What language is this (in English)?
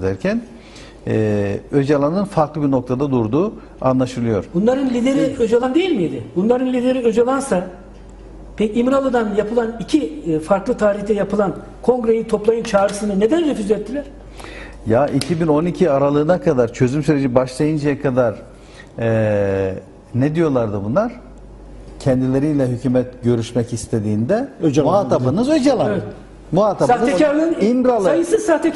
Turkish